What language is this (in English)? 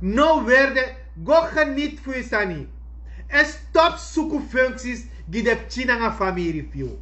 Sranan Tongo